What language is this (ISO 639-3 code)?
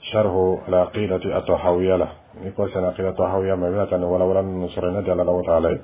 dyu